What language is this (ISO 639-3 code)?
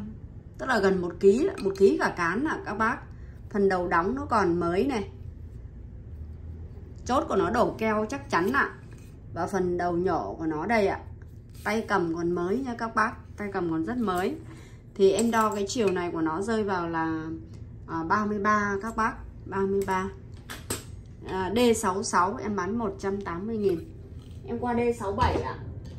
vie